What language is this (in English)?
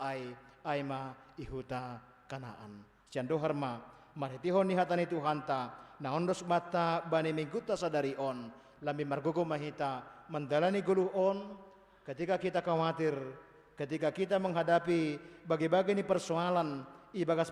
Batak Simalungun